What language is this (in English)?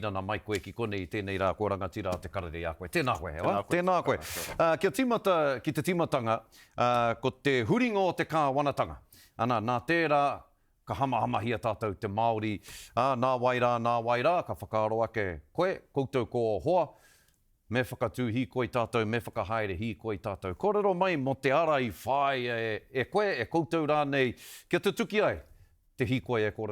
Māori